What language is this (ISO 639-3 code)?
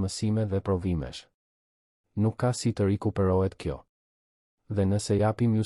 sqi